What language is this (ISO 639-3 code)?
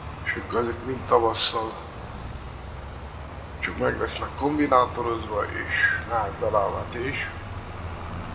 hun